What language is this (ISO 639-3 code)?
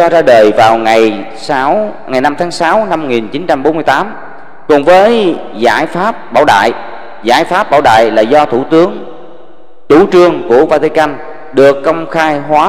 vie